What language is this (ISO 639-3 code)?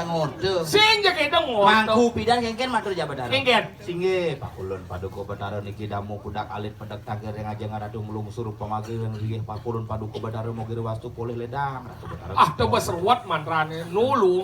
ban